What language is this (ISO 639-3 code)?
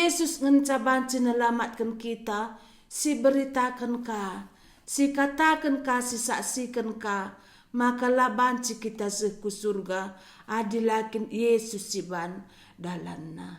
btx